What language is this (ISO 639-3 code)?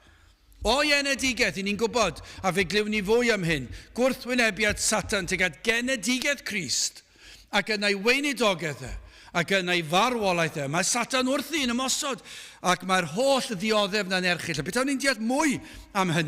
cym